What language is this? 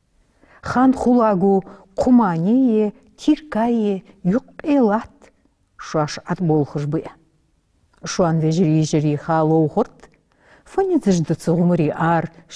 Ingush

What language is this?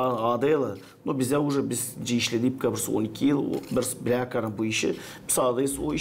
Gagauz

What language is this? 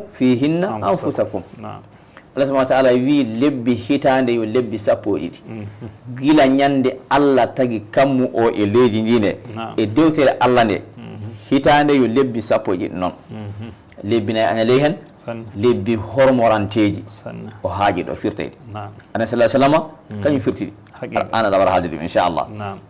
Fula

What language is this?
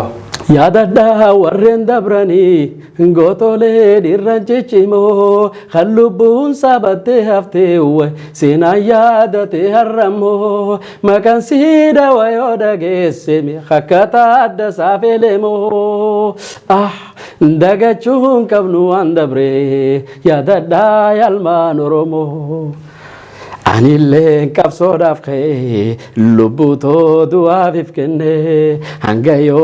Oromo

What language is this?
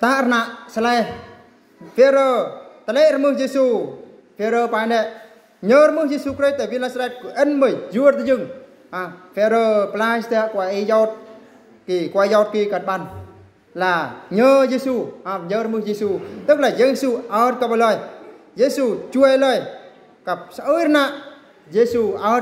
Eastern Bru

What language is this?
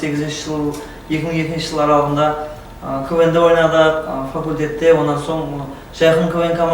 Kara-Kalpak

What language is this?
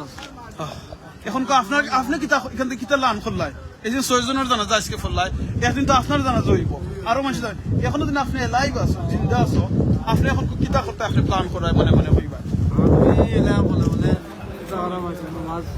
Sylheti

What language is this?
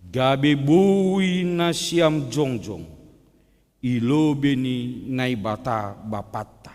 Batak Simalungun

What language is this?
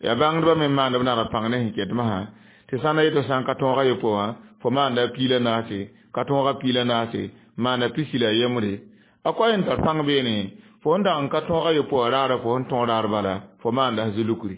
Mossi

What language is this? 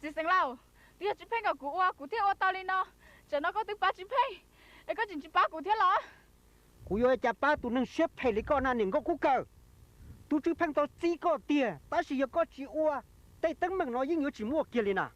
Hmong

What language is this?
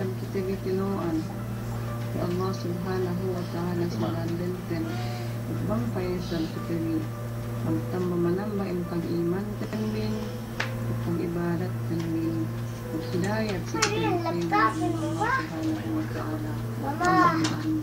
Yakan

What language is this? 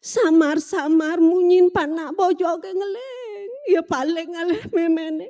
Balinese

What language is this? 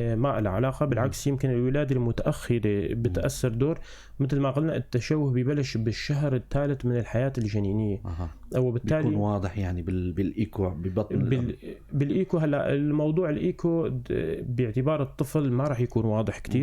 North Levantine Arabic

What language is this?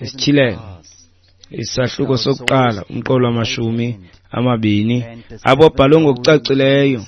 Xhosa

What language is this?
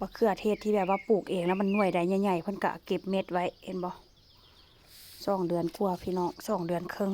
Northeastern Thai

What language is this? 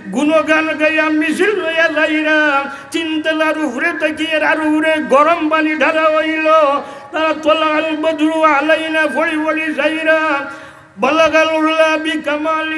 Sylheti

